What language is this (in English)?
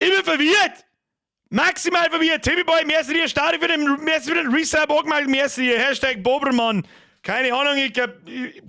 Bavarian